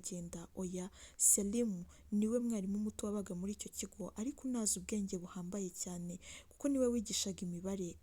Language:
Kinyarwanda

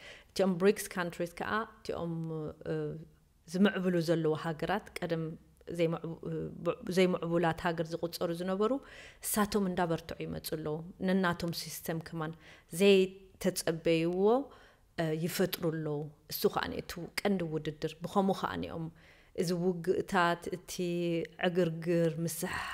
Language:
Tigrinya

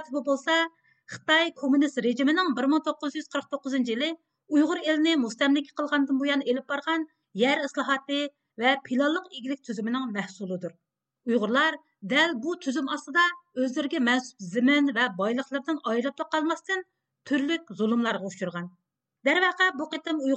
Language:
Uyghur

